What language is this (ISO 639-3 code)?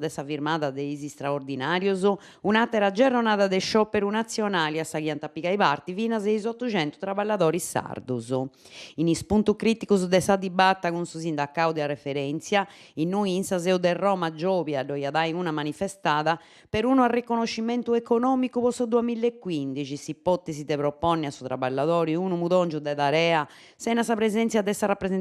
srd